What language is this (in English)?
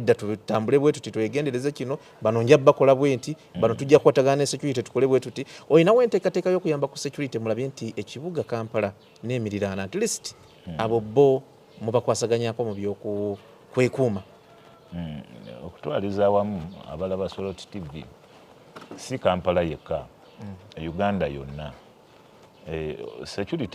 Ganda